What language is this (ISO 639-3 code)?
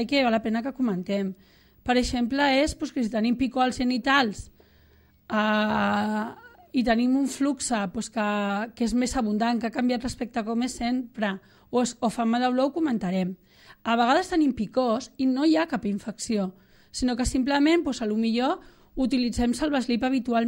cat